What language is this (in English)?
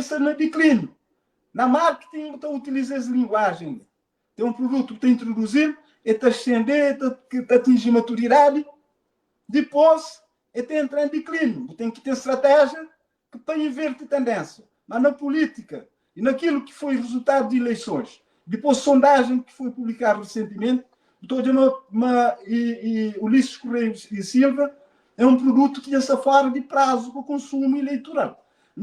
Kabuverdianu